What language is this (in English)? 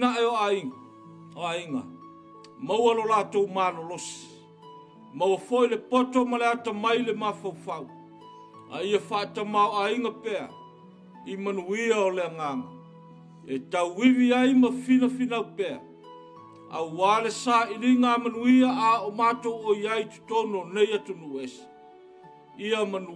Samoan